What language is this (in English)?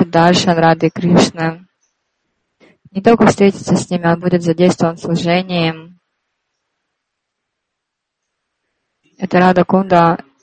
Russian